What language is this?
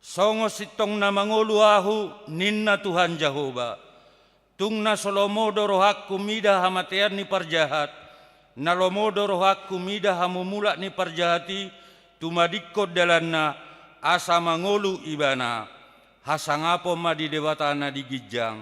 Batak Toba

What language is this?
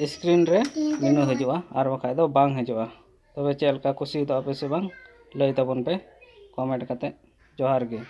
Santali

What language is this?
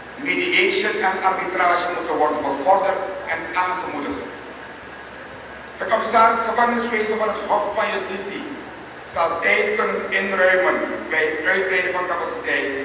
Dutch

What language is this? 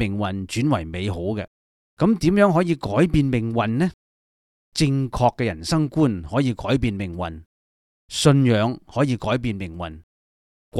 Cantonese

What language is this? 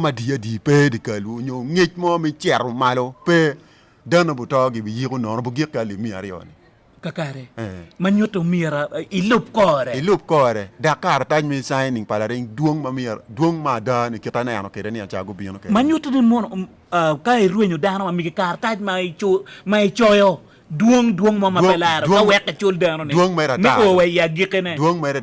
Acoli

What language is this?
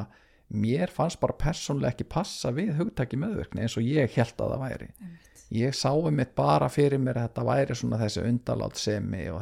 Icelandic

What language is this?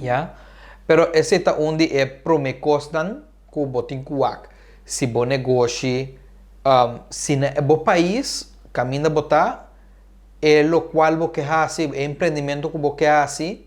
Papiamento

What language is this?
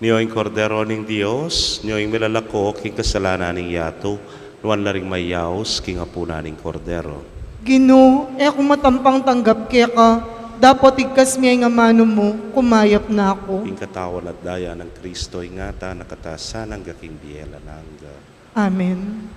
Pampanga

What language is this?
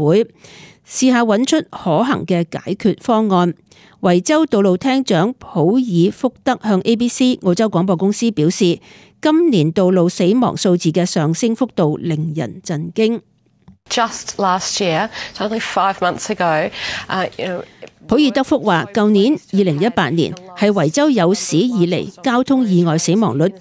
Cantonese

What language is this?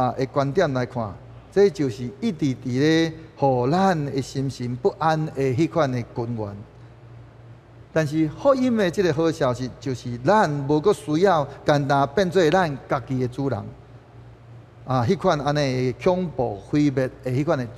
Min Nan Chinese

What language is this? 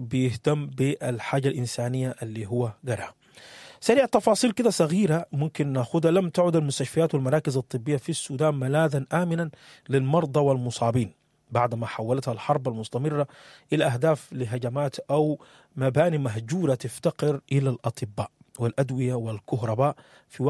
Sudanese Arabic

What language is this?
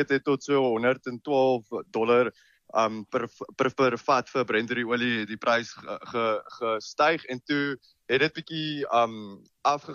Afrikaans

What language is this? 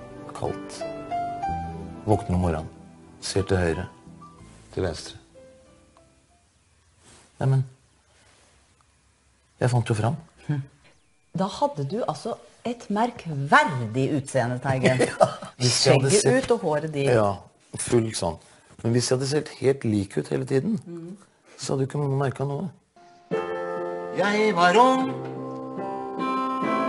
Norwegian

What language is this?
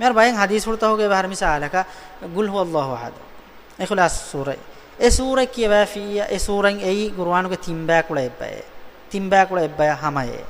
Divehi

